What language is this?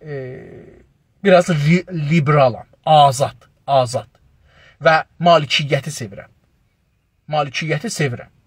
South Azerbaijani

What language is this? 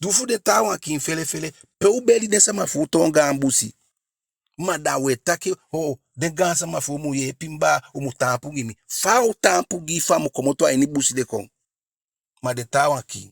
Eastern Maroon Creole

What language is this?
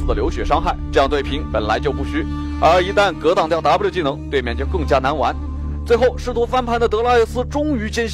Chinese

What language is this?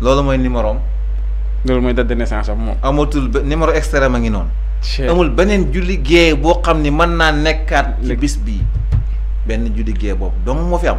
Wolof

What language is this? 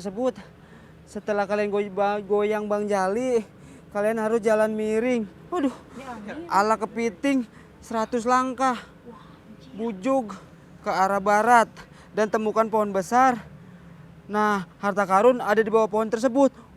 Betawi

